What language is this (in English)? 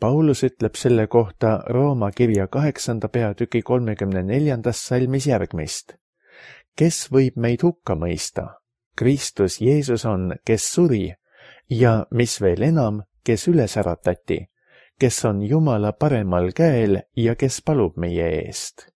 Estonian